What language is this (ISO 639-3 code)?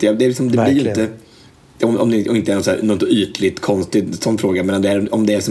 swe